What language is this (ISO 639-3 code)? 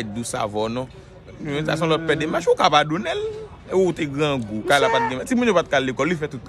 hat